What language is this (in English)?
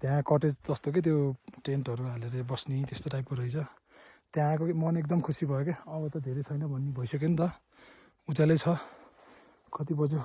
Nepali